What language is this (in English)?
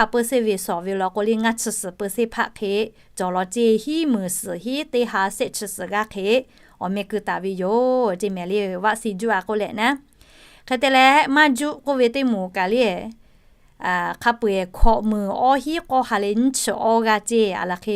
Lahu